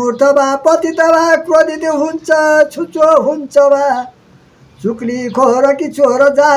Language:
Nepali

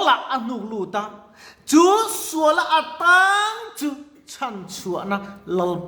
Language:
Mizo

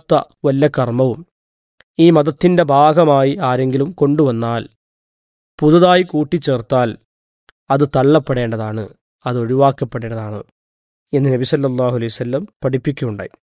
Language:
Malayalam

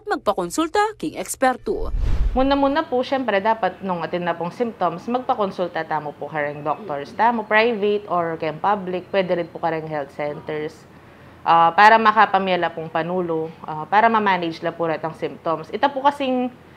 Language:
Pampanga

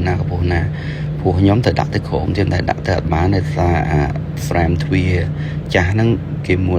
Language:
Khmer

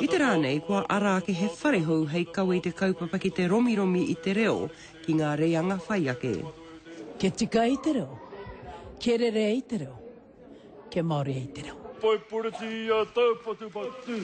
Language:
Māori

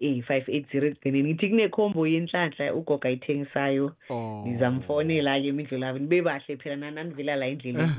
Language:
South Ndebele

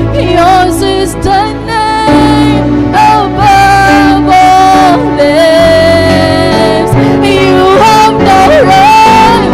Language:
Waray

